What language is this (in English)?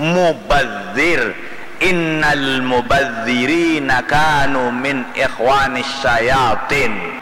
Banjar